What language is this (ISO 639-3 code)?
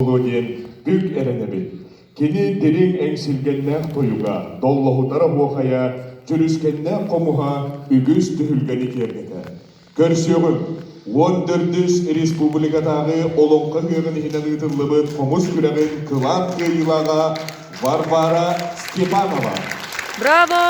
sah